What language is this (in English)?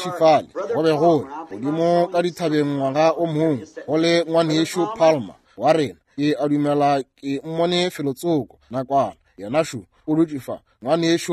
Northern Sotho